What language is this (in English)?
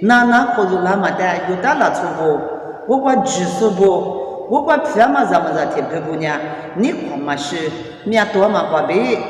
Lisu